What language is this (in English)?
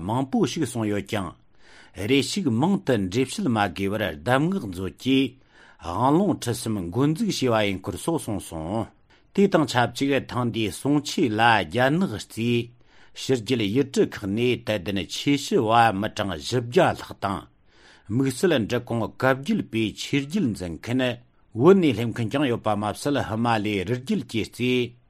Tibetan